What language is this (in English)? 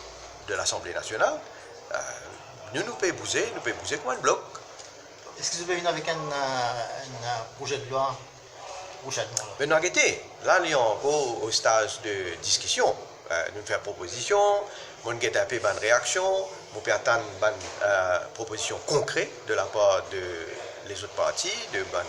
Morisyen